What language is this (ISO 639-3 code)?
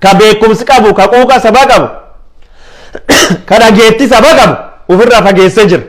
orm